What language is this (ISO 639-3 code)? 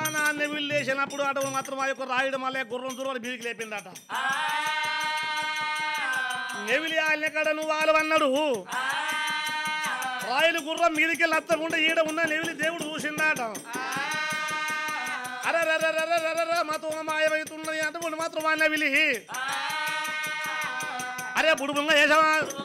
tel